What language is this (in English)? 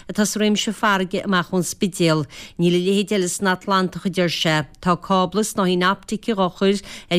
Irish